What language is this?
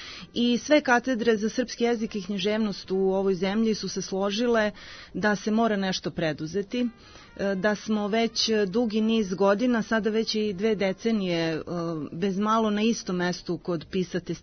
Serbian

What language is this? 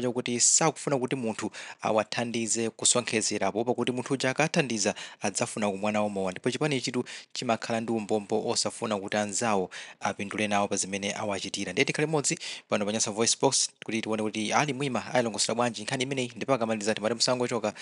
Nyanja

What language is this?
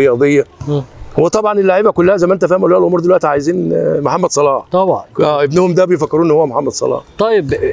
Egyptian Arabic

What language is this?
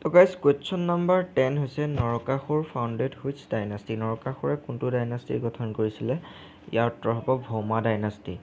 Assamese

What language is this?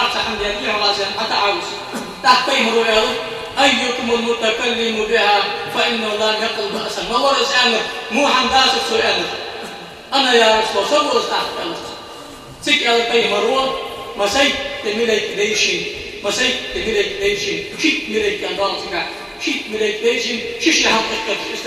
Ingush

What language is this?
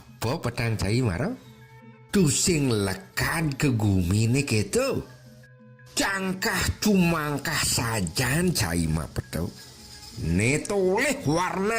Balinese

